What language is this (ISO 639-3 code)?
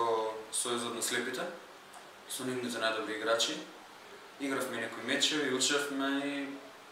mkd